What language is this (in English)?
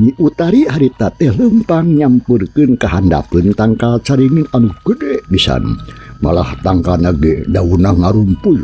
Sundanese